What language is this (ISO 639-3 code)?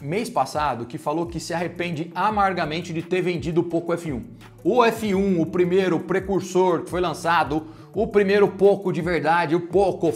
por